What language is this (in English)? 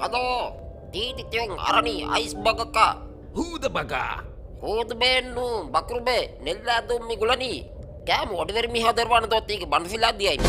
Divehi